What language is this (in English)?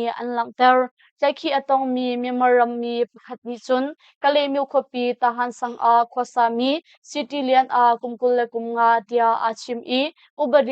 Hakha Chin